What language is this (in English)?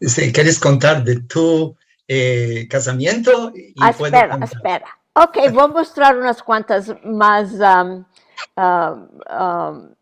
Ladino